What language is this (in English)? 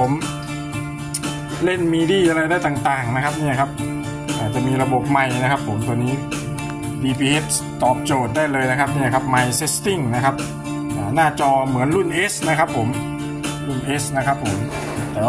Thai